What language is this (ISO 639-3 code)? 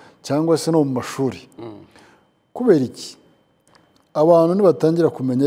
kin